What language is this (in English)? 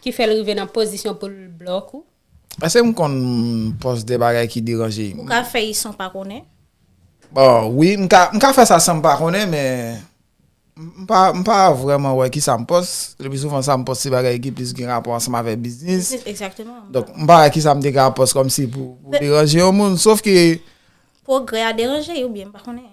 Haitian Creole